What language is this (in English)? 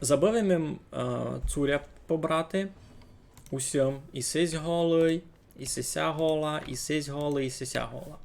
Rusyn